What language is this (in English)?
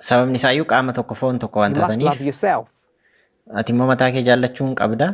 Oromo